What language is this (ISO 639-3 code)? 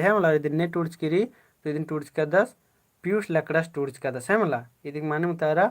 kru